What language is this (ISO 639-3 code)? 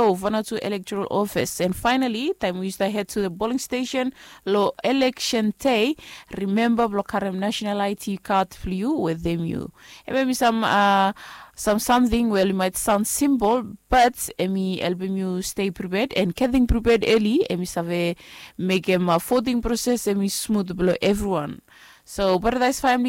bis